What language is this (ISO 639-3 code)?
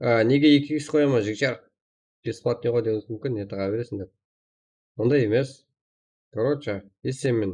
kaa